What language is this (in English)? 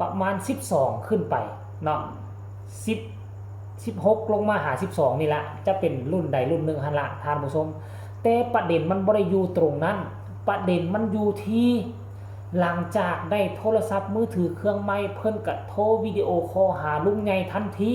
Northeastern Thai